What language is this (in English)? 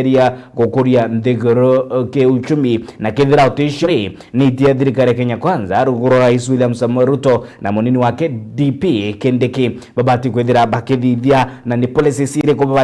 Meru